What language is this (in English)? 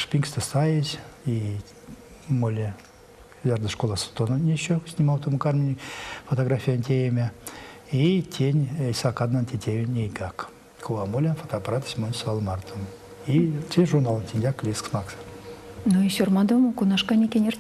Erzya